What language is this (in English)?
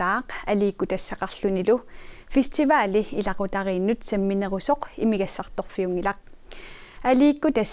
Kalaallisut